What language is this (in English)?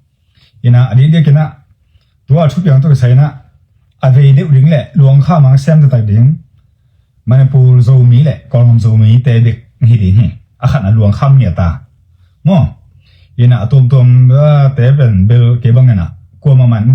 Tedim Chin